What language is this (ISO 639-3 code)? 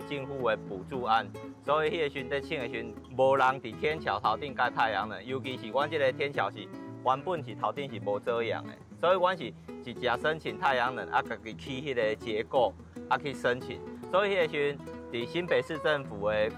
nan